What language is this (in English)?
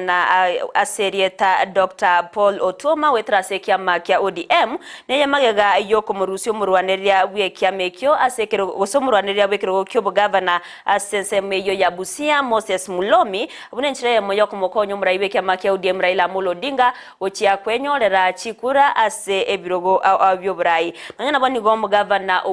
Gusii